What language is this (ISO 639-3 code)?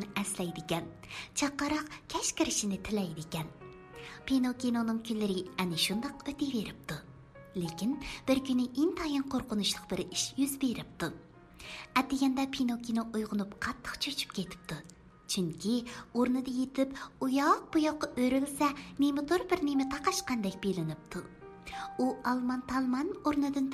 uig